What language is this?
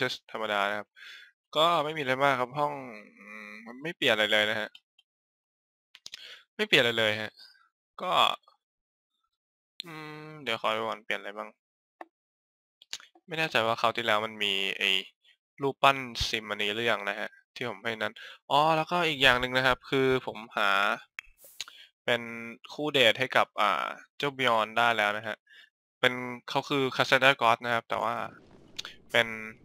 Thai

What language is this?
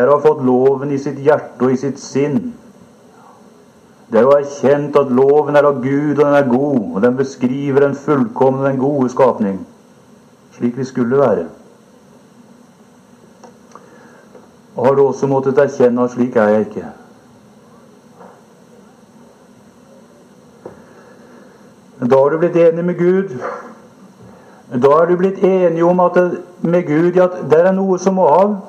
Norwegian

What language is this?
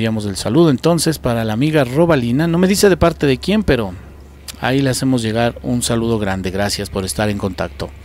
Spanish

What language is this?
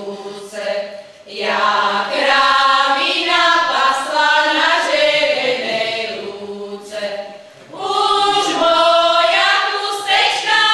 Slovak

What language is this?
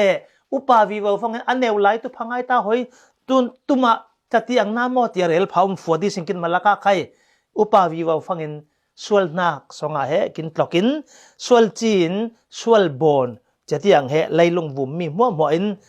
Falam Chin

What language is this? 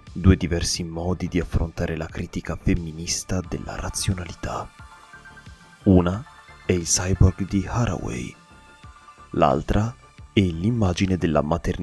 Italian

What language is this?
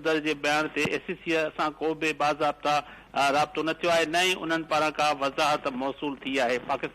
Sindhi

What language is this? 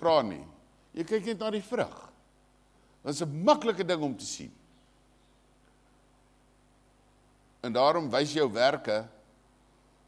Afrikaans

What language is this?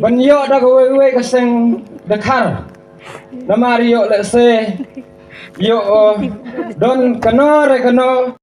Khasi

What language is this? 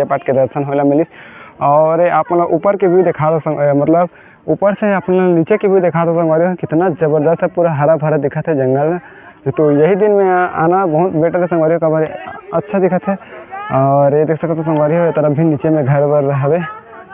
Chhattisgarhi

